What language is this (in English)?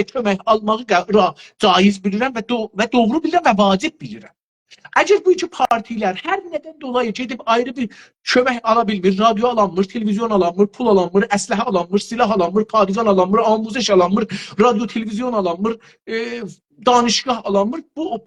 South Azerbaijani